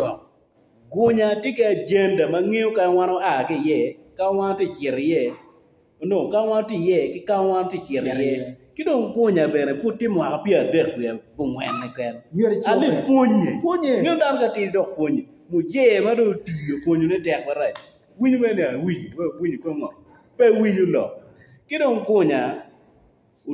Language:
Acoli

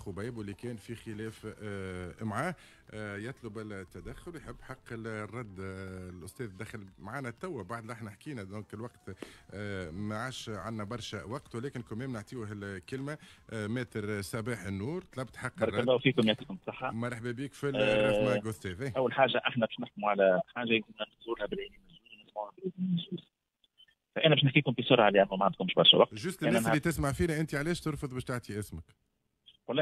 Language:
Tunisian Arabic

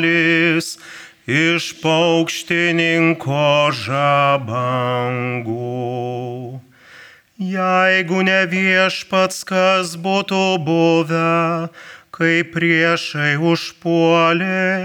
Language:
Lithuanian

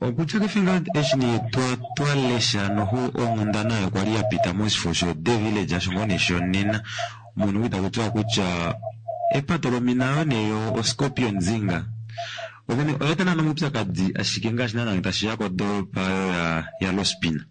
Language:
Kuanyama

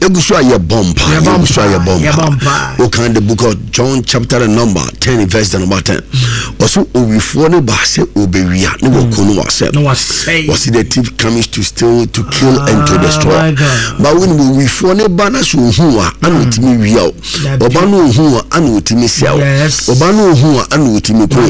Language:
Akan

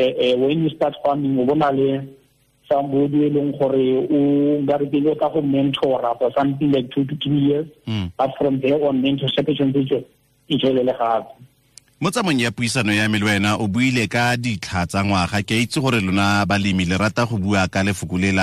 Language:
Tswana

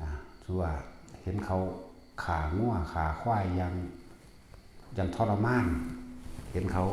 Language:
Lao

